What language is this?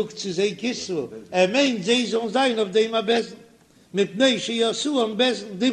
Yiddish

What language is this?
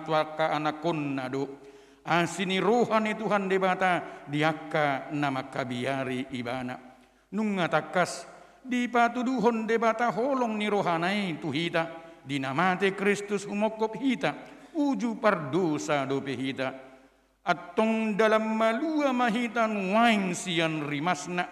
Batak Toba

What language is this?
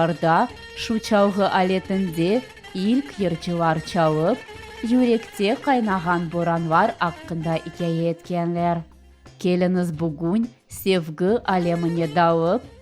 Crimean Tatar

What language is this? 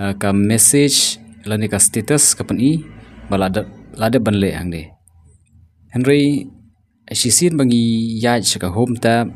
Khasi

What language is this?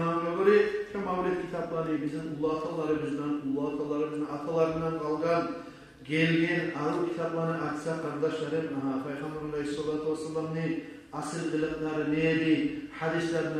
Kumyk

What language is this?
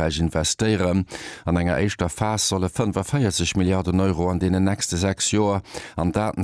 Luxembourgish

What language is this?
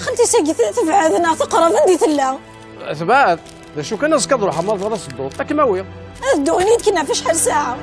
Kabyle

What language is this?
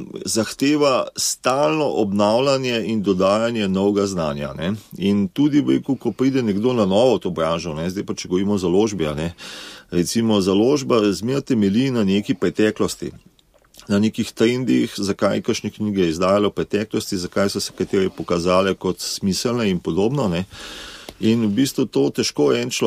Slovenian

